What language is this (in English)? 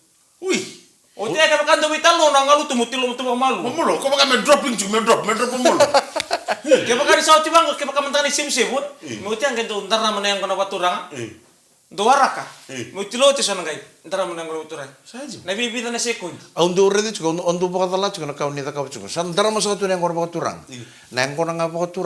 Fijian